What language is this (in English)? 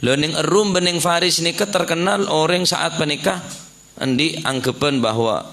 Madurese